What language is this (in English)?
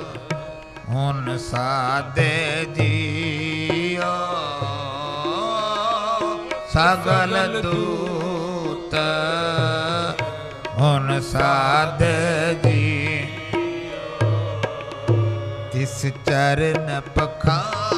Punjabi